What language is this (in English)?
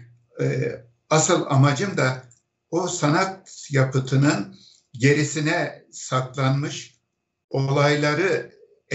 Turkish